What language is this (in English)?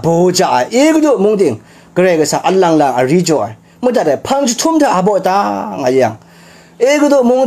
Kachin